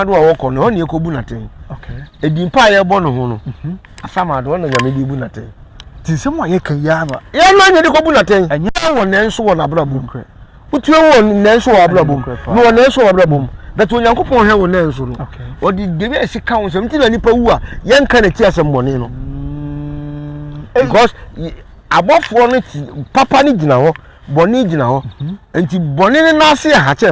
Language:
Akan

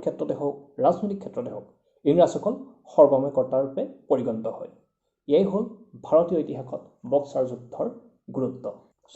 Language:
Assamese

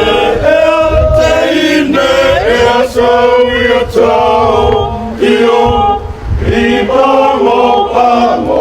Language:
Samoan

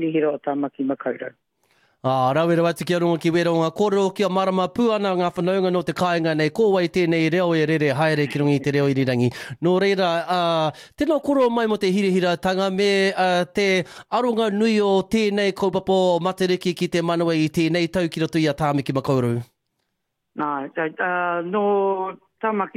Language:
Māori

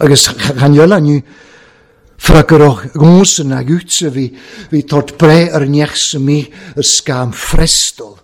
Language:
Welsh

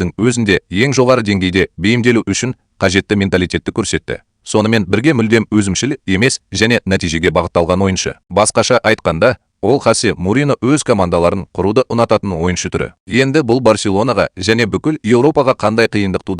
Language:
Kazakh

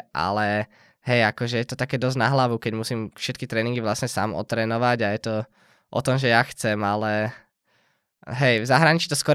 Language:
Slovak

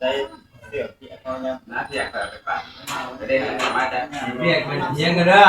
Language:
Northeastern Thai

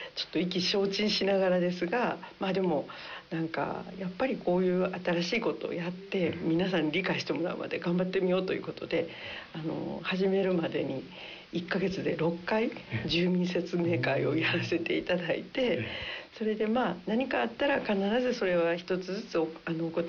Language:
Japanese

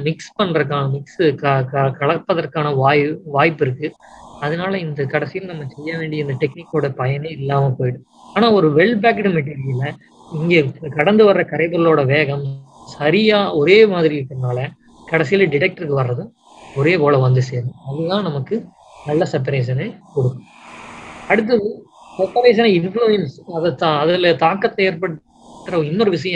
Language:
Tamil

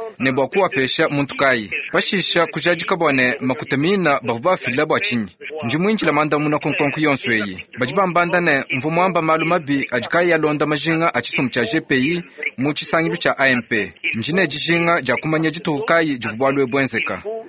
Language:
Luba-Lulua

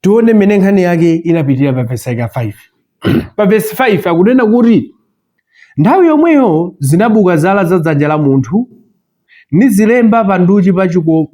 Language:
Nyanja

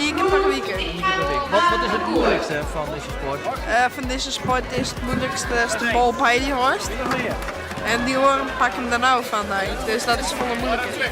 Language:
Western Frisian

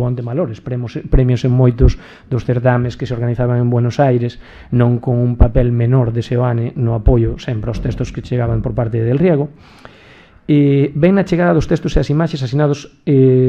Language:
Galician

